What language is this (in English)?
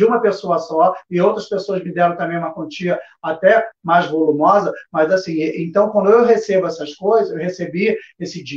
Portuguese